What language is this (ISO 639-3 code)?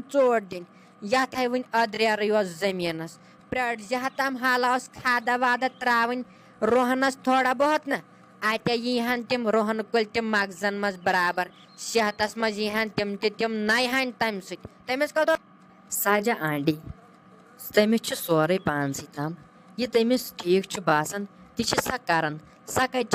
kas